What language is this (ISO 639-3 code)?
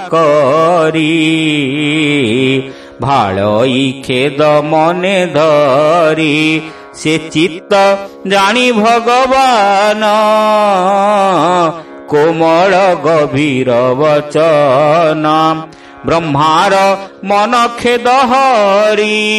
ori